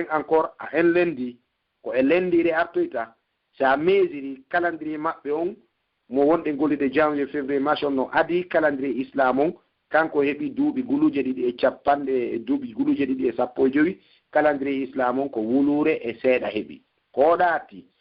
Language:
Pular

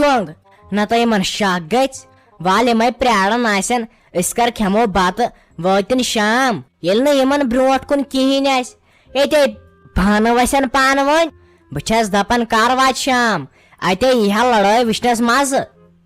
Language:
Kashmiri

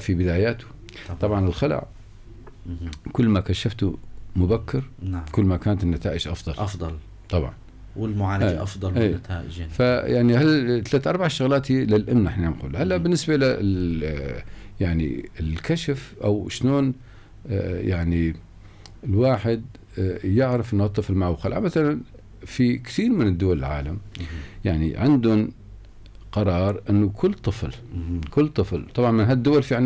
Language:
North Levantine Arabic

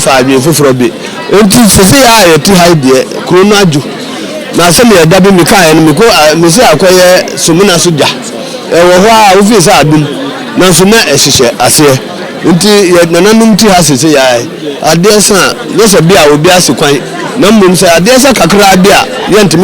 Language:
Akan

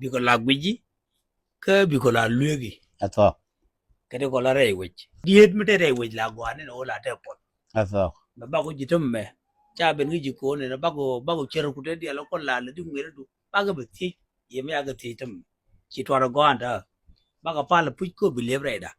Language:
Nuer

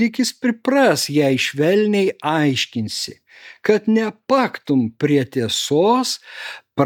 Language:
Lithuanian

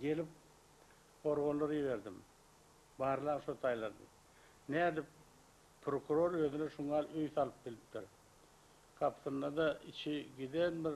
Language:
Turkmen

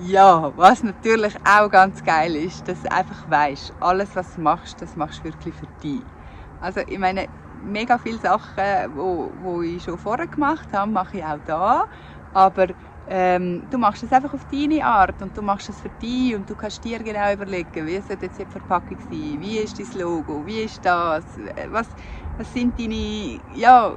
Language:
Swiss German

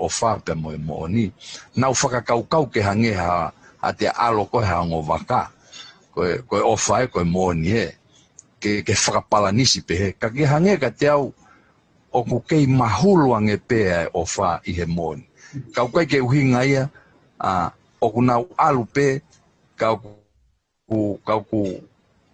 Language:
Tongan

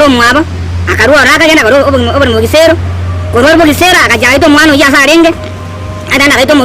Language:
Gusii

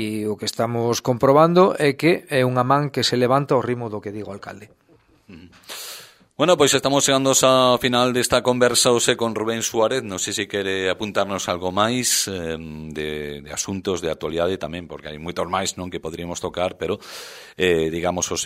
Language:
Galician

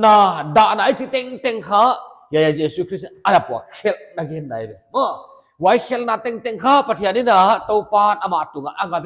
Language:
Paite Chin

